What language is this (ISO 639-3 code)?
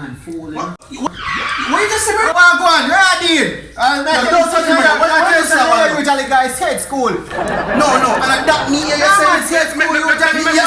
jam